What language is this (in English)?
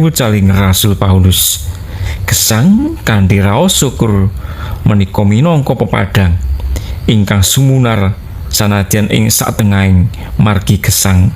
Javanese